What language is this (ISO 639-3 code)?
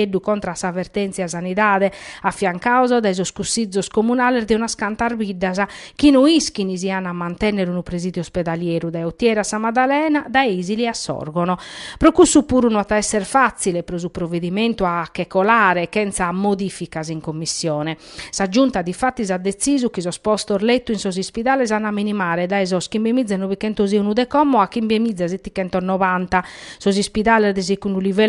srd